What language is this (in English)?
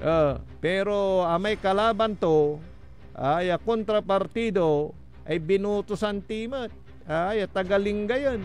Pangasinan